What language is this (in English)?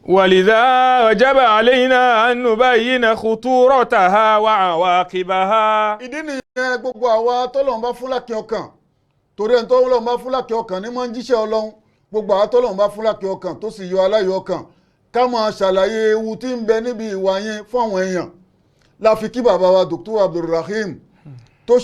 Yoruba